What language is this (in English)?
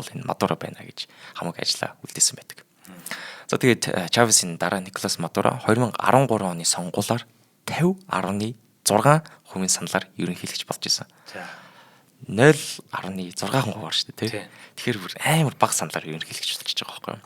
Mongolian